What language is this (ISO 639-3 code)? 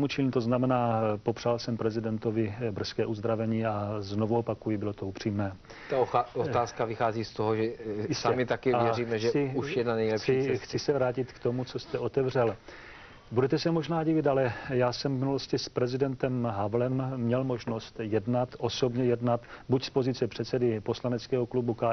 ces